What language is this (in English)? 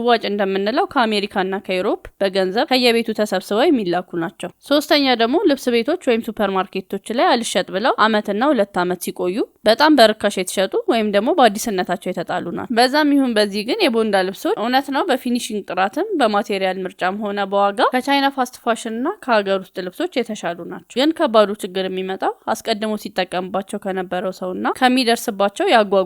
Amharic